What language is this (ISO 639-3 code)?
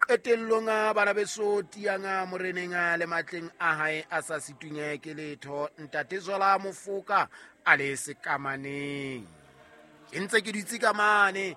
sot